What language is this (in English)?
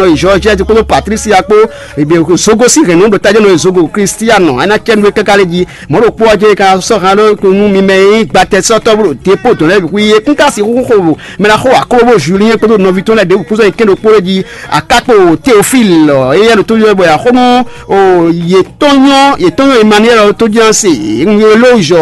Fon